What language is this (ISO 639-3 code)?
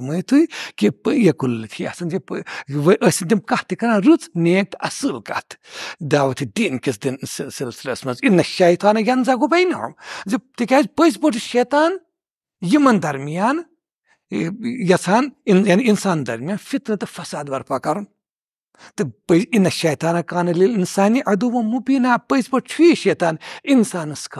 kas